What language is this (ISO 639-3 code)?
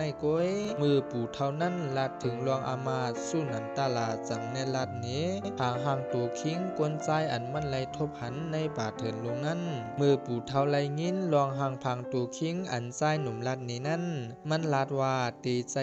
shn